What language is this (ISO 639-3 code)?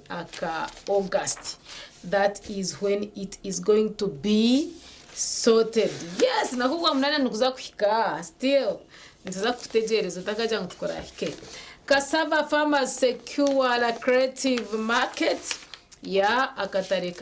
nyn